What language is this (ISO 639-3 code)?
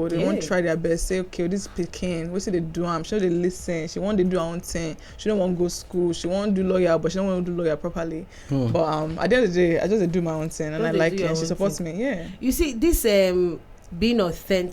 pcm